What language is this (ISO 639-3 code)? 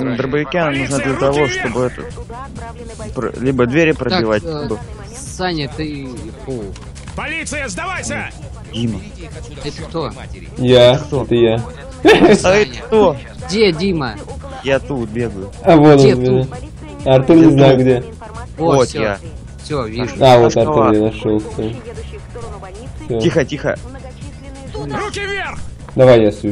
rus